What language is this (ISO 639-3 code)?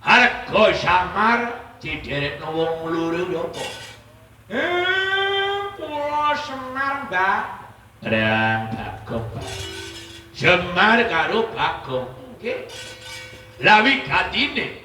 jav